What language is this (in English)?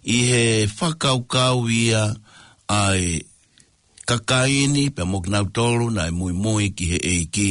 Tongan